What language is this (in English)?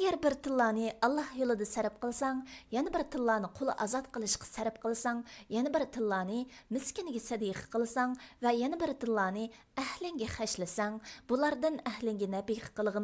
Uyghur